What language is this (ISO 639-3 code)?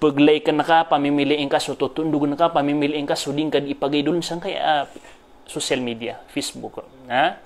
mrw